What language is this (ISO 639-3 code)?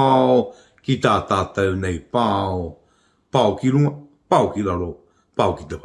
mri